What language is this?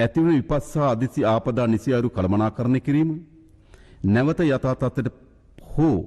Sinhala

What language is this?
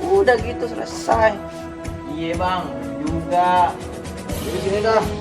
Betawi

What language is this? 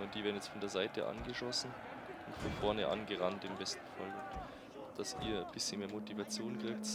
Bavarian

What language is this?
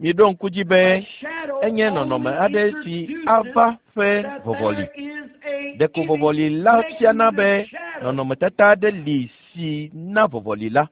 Ewe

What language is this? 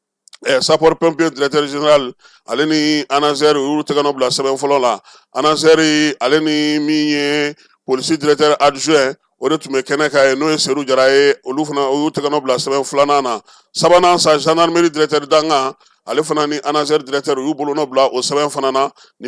Bambara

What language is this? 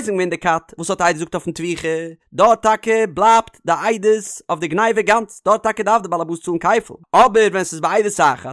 Yiddish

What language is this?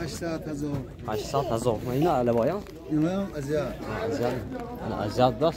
Tajik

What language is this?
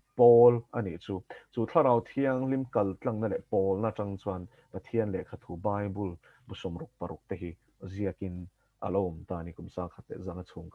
Mizo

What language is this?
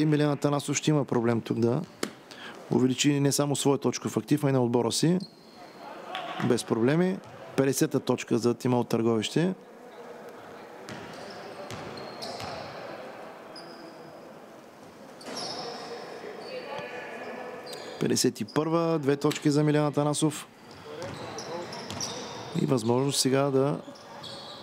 Bulgarian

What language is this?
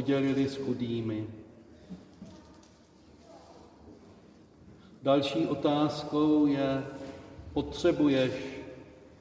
Czech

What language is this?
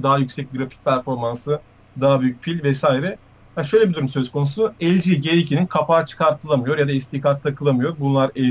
Turkish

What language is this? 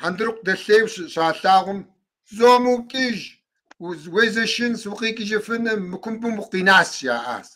Kabardian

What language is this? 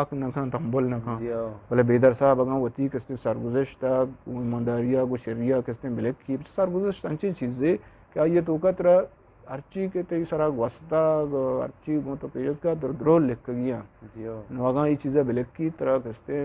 Eastern Balochi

